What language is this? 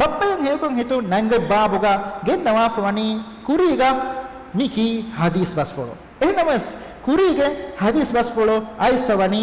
Divehi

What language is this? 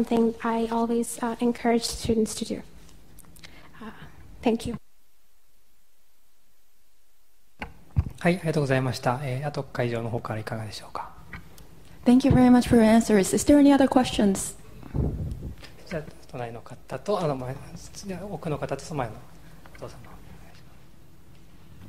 Japanese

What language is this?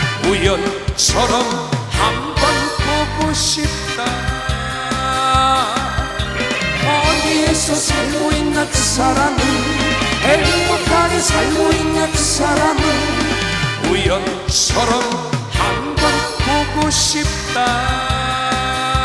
Korean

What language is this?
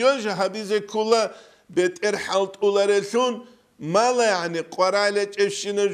Avaric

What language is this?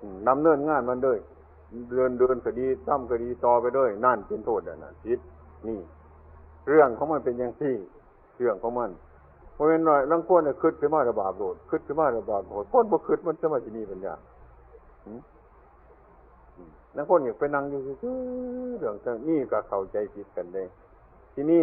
Northeastern Thai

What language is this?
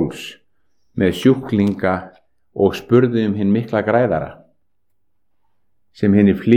Icelandic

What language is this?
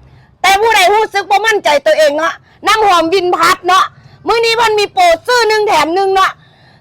Northeastern Thai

